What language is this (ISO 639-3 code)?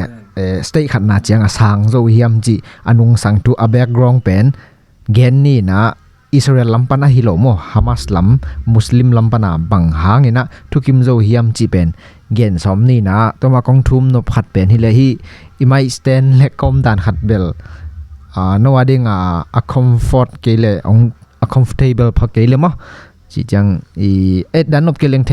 ctd